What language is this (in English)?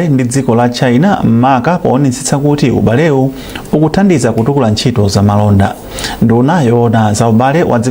Nyanja